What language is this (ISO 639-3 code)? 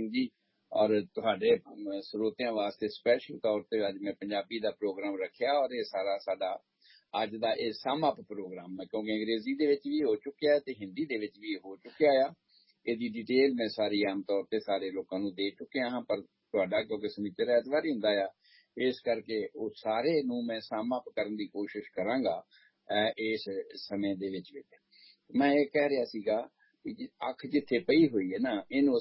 pan